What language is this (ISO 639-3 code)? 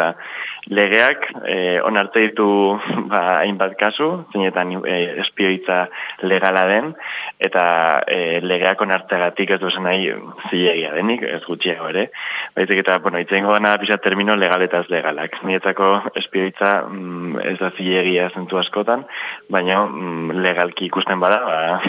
eus